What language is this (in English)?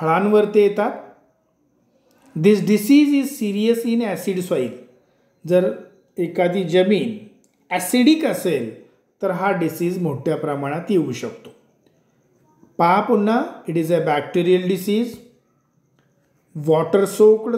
Marathi